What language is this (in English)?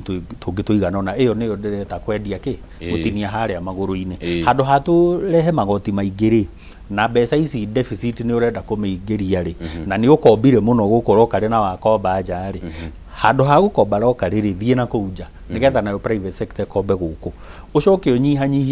Kikuyu